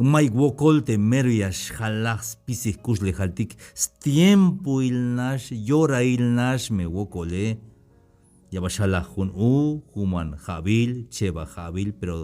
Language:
Tzeltal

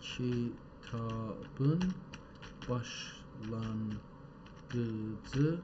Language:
South Azerbaijani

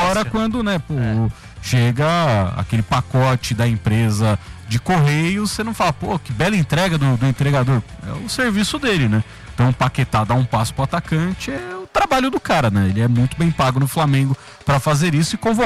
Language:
Portuguese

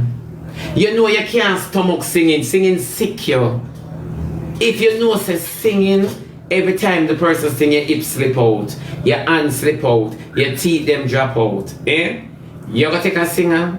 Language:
Jamaican Creole English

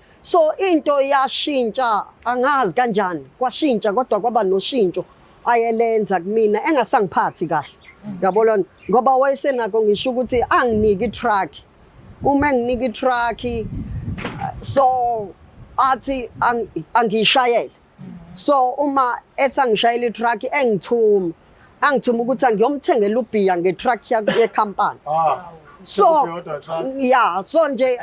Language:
Zulu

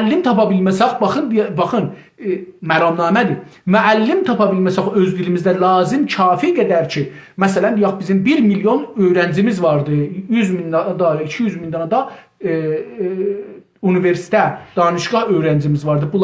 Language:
South Azerbaijani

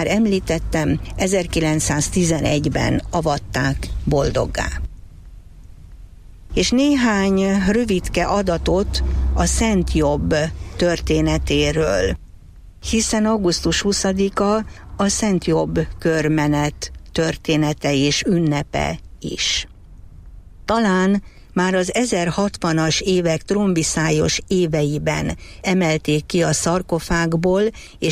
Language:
Hungarian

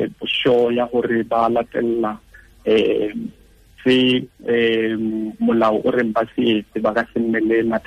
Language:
Tswana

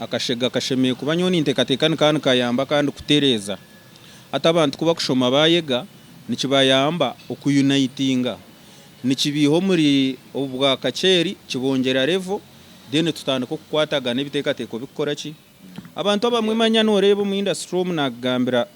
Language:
Nyankole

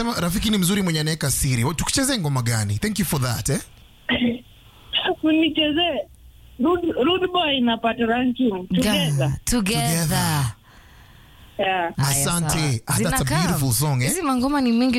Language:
Swahili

